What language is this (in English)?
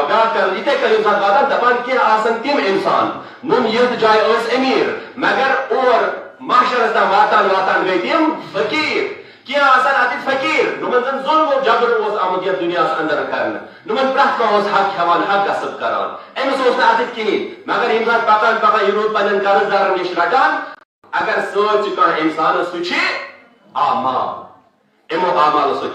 Kashmiri